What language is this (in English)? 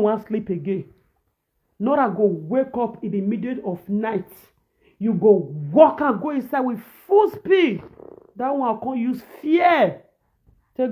Nigerian Pidgin